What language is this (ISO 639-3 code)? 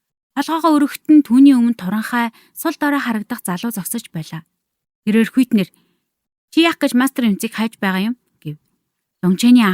mon